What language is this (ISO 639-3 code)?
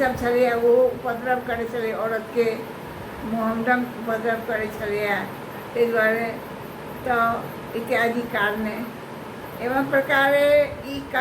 mai